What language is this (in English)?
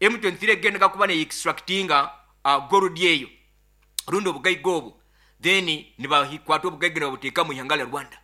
Nyoro